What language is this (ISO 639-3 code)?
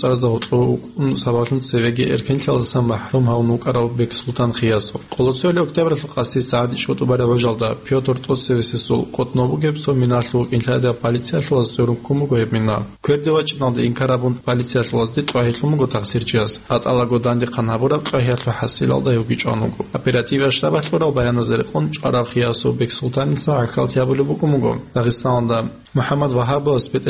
ava